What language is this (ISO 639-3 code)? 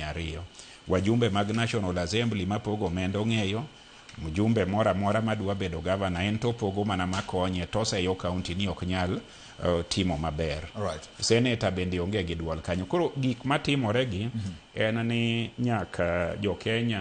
luo